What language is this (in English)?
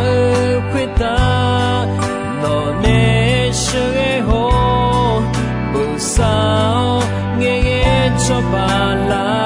Akha